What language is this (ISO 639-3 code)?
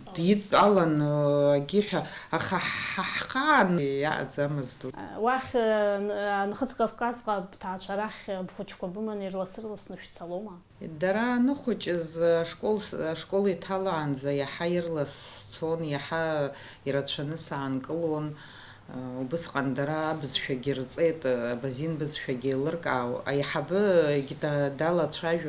abk